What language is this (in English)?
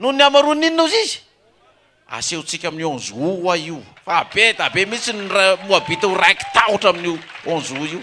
Malagasy